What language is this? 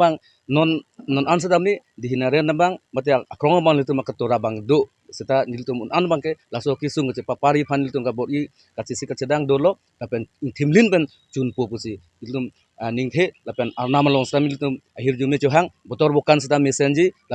Karbi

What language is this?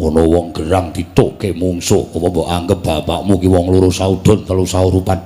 Javanese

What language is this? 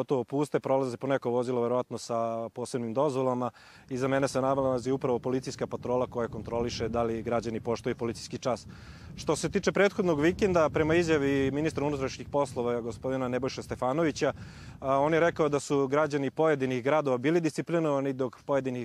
Serbian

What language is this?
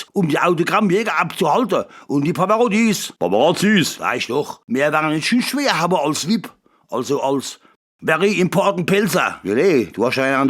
Palatine German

